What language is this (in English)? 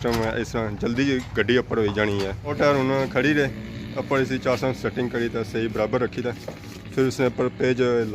Pahari-Potwari